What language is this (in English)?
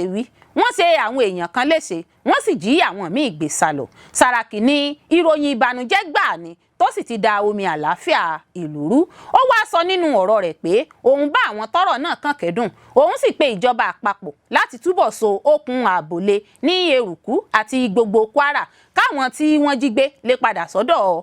Yoruba